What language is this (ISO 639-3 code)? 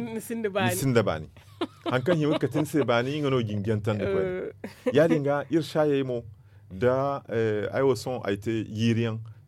dje